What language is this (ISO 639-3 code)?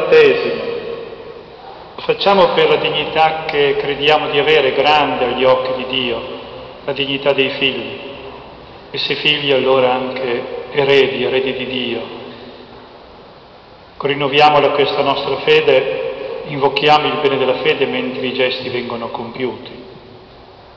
ita